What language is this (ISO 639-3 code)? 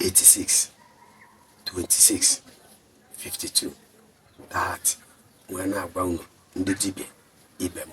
ibo